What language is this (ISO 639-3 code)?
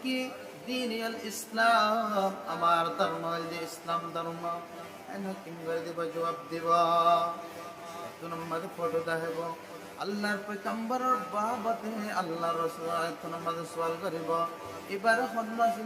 rhg